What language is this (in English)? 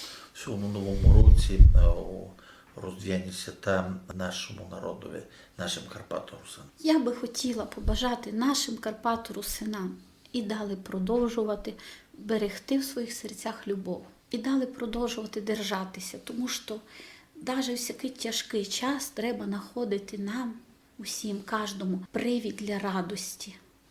Rusyn